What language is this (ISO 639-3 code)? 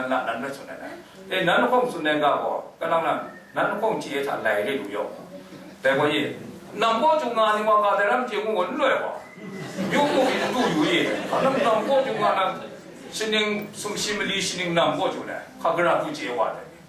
kac